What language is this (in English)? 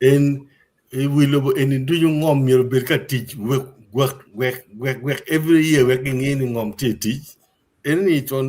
Acoli